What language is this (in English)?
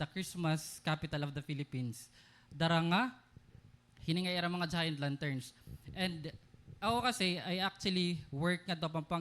Waray